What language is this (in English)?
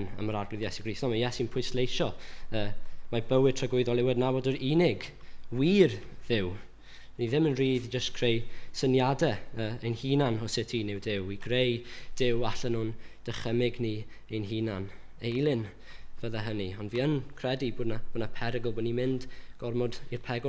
Welsh